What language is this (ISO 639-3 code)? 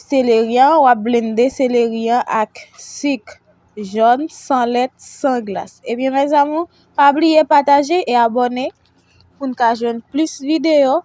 hat